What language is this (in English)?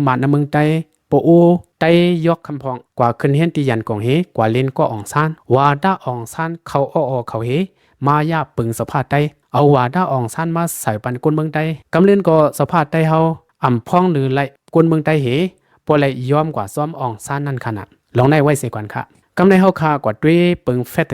Shan